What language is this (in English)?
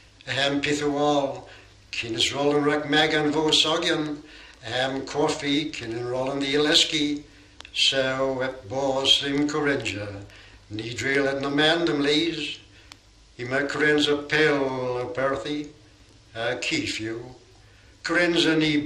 Cornish